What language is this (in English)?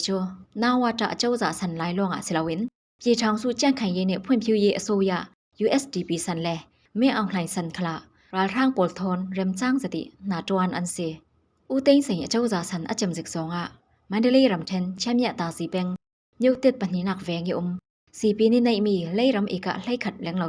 Falam Chin